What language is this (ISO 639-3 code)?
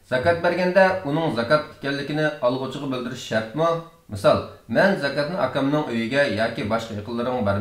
uig